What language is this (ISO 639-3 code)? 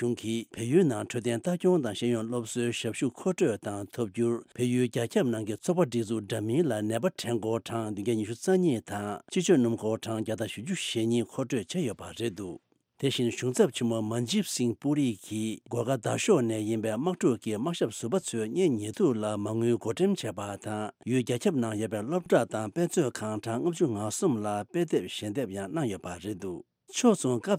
bod